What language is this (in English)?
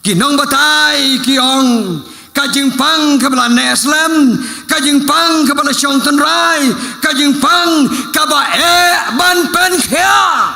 Khasi